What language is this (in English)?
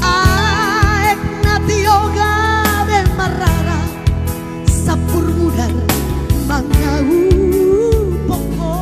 Batak Toba